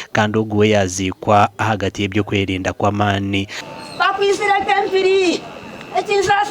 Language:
Nyankole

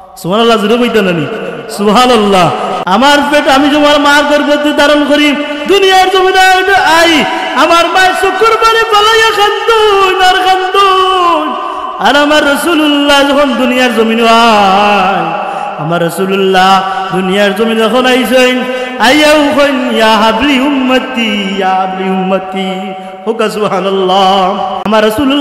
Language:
Sylheti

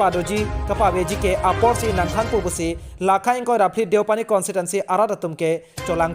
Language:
Karbi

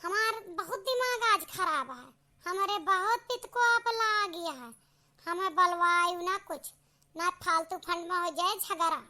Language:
Awadhi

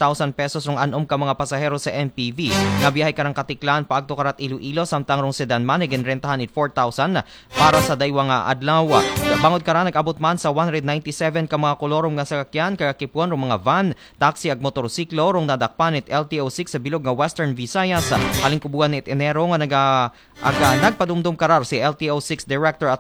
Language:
Aklanon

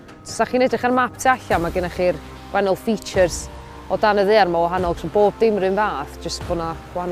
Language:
Welsh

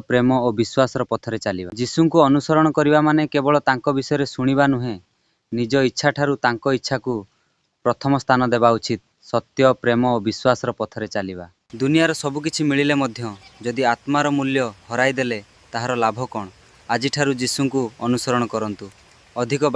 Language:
Odia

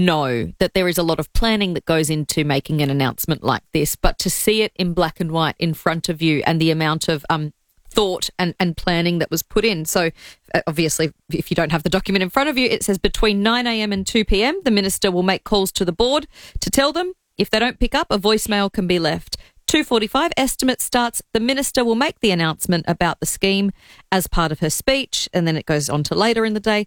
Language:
English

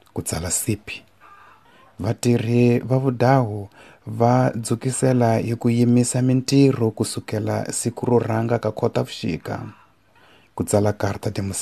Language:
Tsonga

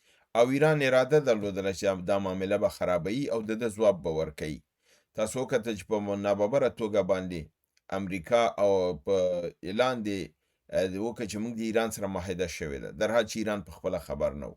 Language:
Pashto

